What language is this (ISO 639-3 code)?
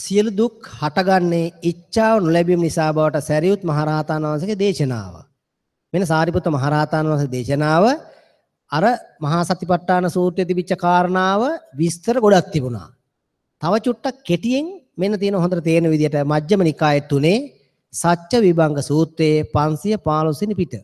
sin